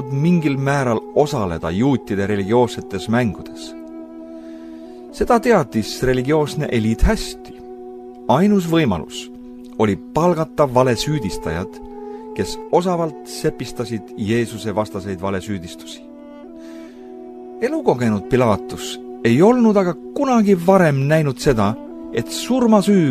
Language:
Estonian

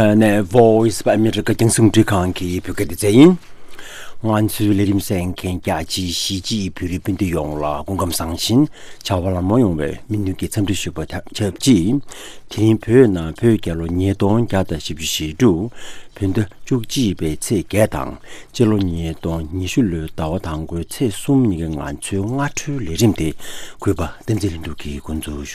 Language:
Tibetan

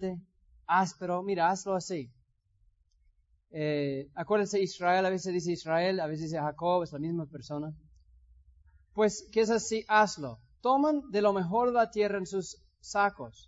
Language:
Spanish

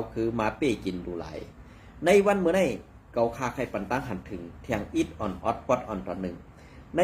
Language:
Shan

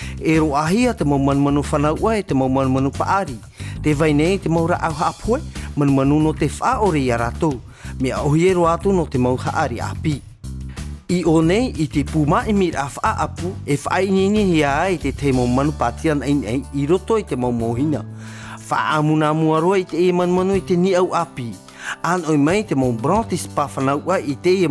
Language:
Tahitian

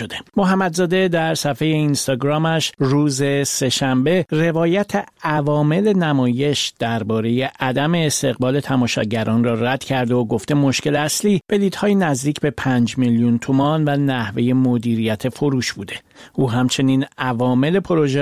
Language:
Persian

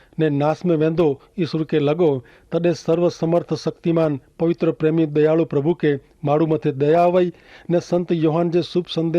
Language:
Kachhi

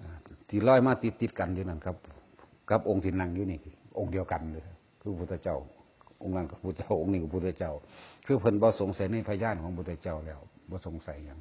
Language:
Northeastern Thai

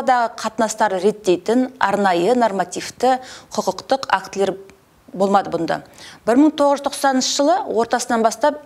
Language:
Kazakh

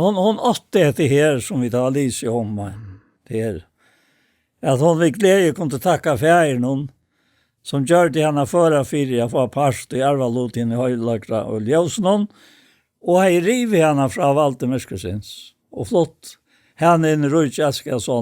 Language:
Faroese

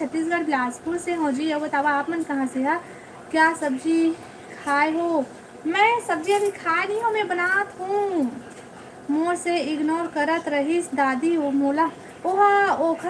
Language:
Chhattisgarhi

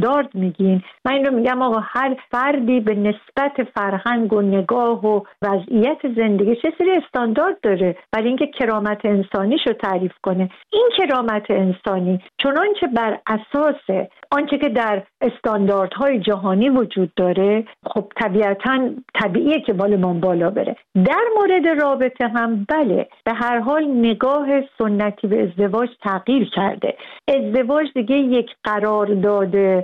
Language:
Persian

